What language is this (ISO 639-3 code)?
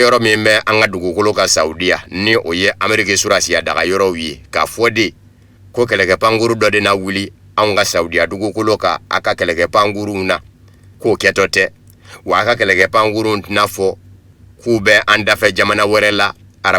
bam